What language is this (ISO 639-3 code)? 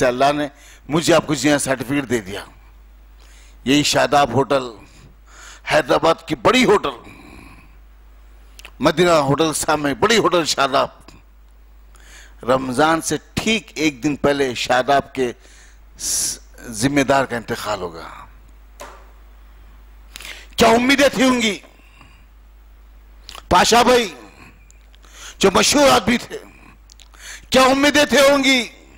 urd